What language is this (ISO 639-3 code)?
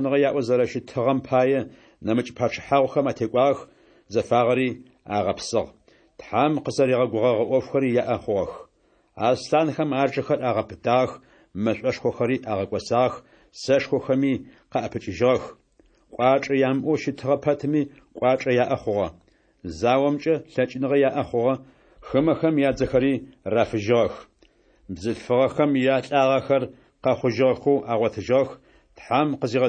ady